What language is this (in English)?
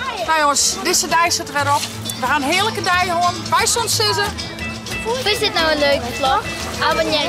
Western Frisian